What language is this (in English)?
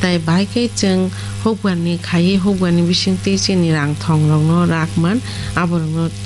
Kok Borok